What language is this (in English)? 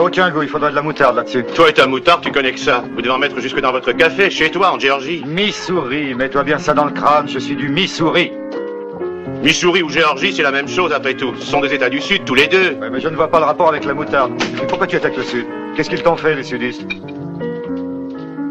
French